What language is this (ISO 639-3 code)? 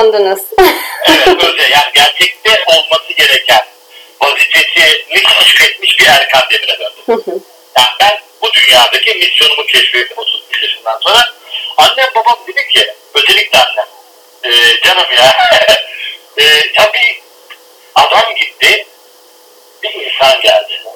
tur